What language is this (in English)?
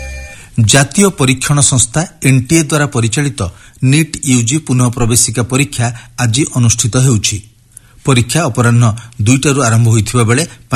Odia